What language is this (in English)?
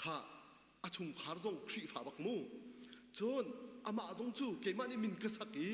Hakha Chin